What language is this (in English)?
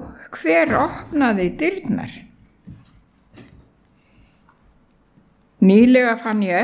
Icelandic